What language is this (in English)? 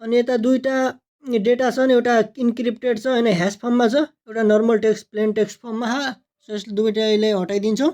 Nepali